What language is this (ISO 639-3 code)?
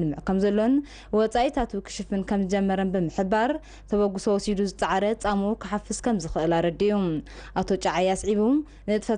tir